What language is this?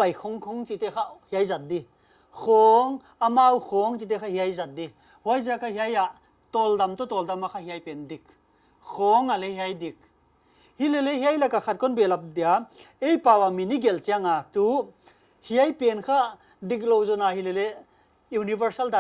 Paite Chin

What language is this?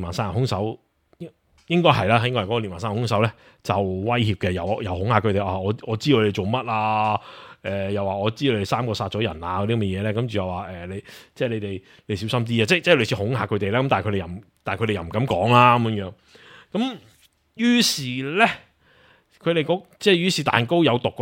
Cantonese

